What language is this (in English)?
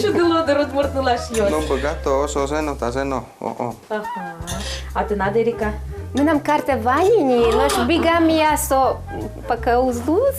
Udmurt